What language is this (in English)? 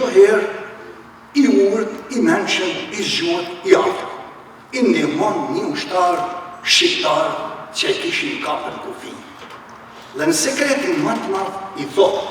Albanian